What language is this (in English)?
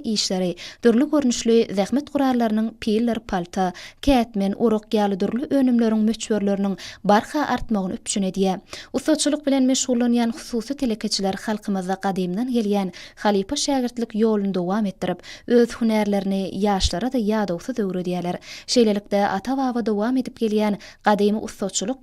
Turkmen